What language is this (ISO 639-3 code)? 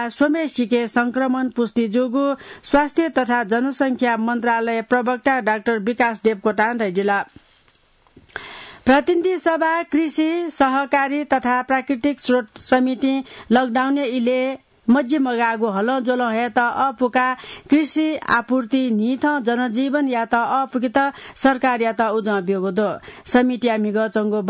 new